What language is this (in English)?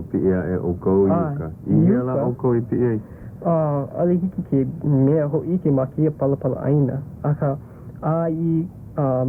Hawaiian